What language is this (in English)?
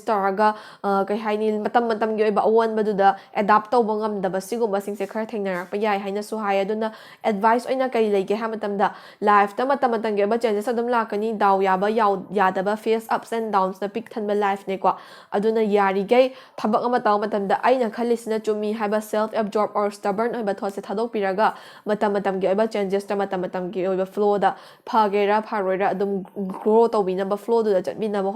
Manipuri